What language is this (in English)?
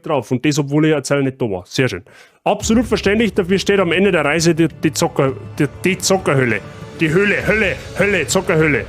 Bavarian